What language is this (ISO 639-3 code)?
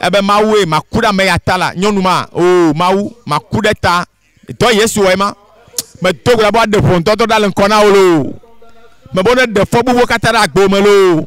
ewe